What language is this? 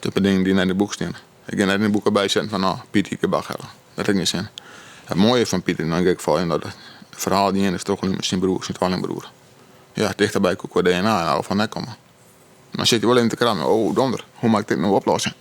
Western Frisian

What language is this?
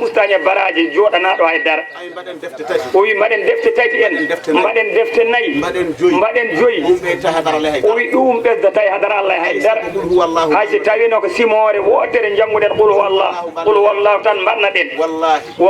Fula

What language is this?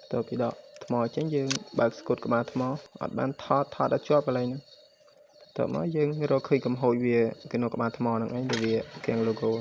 Khmer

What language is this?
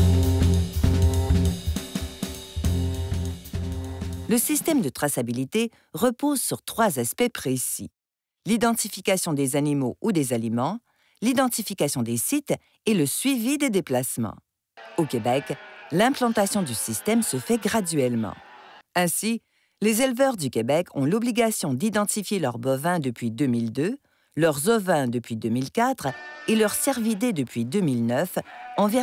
French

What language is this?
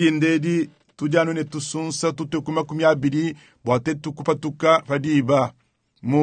Luba-Lulua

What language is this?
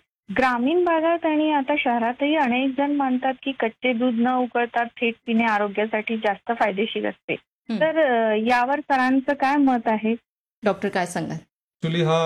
Marathi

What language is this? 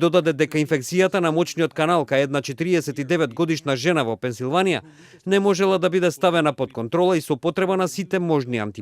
Macedonian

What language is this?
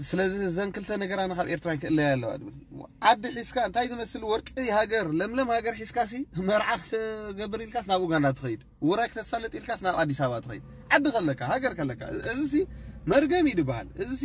Tigrinya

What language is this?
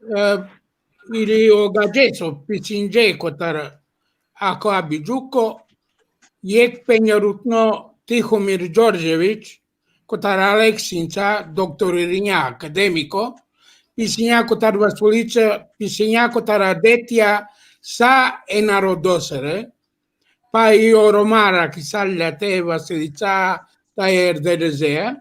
Balkan Romani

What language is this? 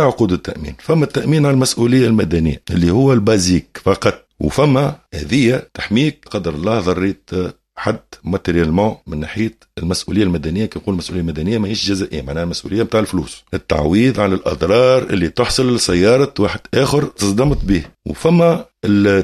Tunisian Arabic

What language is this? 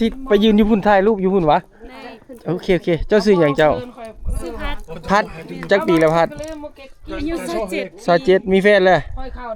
Lao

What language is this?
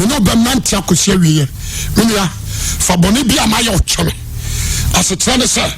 Akan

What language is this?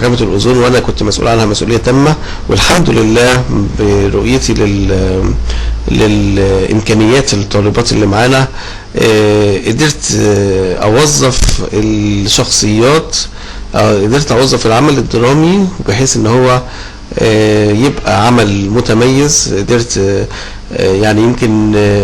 Egyptian Arabic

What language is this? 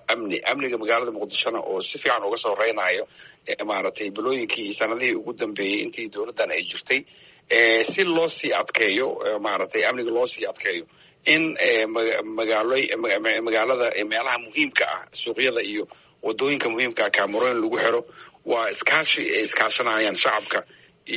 Somali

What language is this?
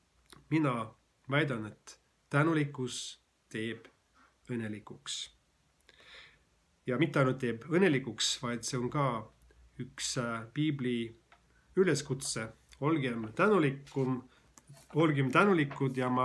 Estonian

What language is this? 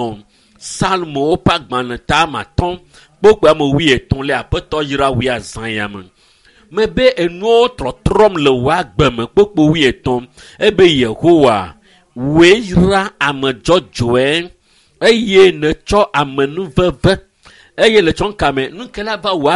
Ewe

